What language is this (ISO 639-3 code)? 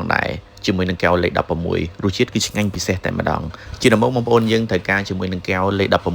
khm